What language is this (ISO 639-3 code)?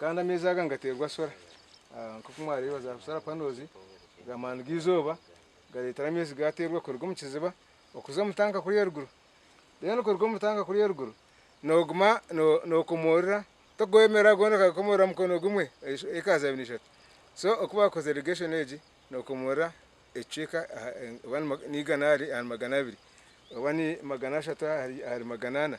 nyn